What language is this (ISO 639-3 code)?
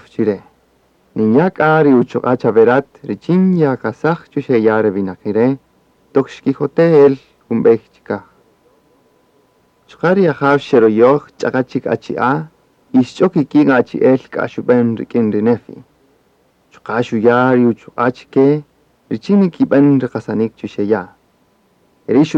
cak